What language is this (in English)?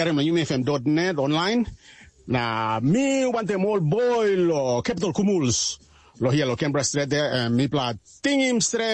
Tok Pisin